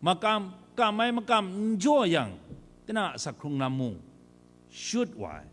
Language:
Kachin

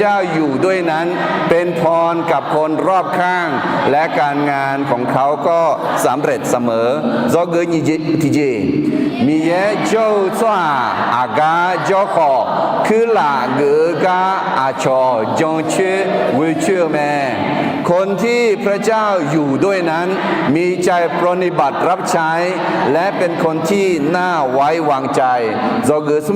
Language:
Akha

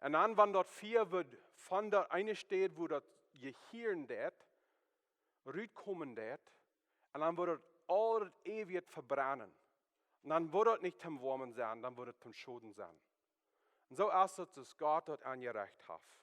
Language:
Plautdietsch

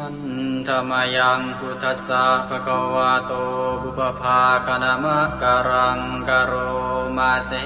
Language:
Pali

